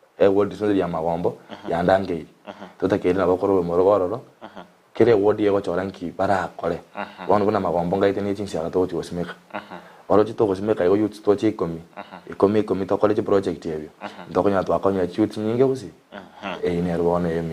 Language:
Gusii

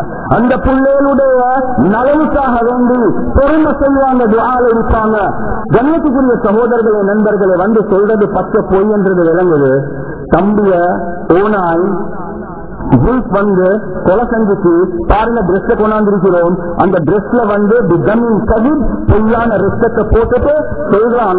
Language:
Tamil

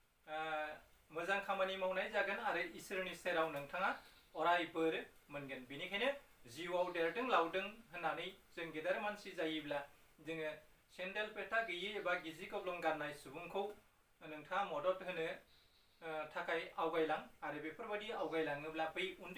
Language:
Bodo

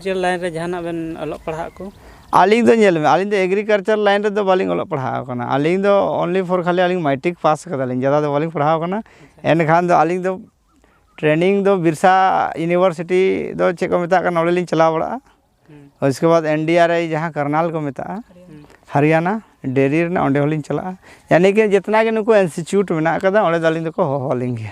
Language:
Santali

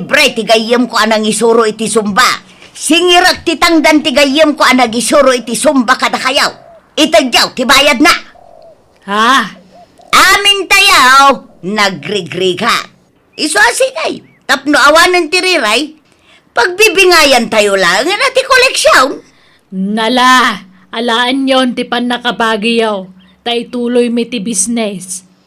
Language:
Iloko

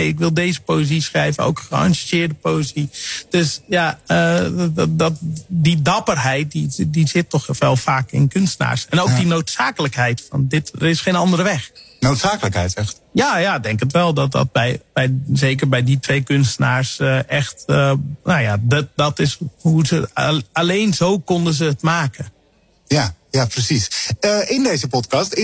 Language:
Dutch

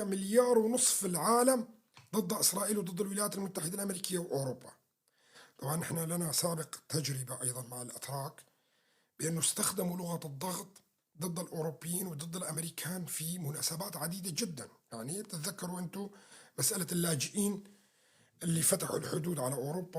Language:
North Levantine Arabic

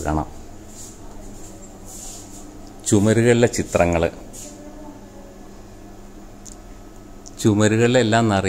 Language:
Malayalam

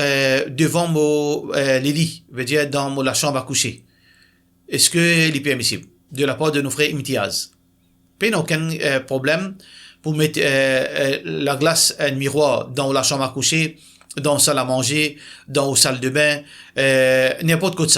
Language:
Morisyen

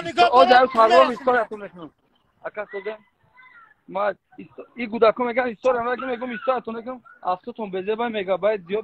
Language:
Tajik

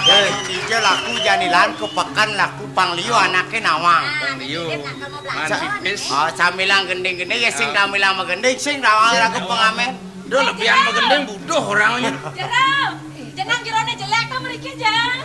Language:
Balinese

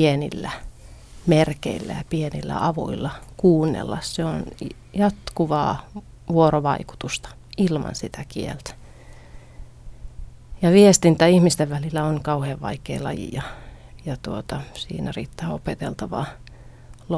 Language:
Finnish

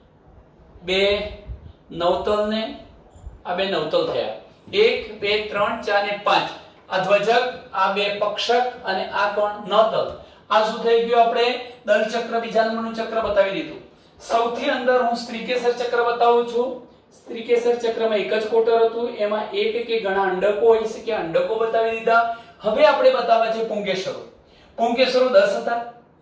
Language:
Gujarati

